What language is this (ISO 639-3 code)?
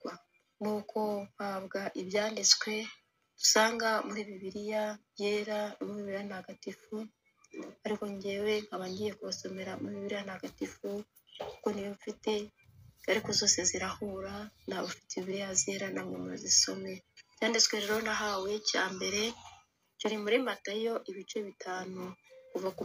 kin